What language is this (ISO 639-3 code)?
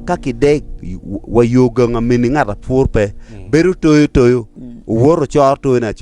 ach